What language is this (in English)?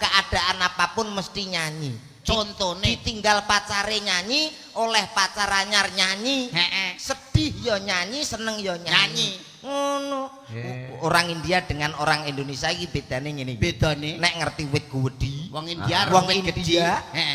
Javanese